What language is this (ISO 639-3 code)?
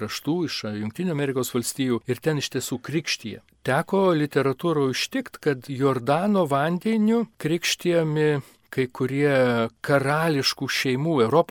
lit